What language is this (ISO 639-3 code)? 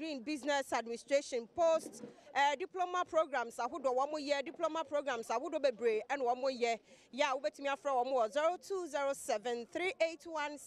aka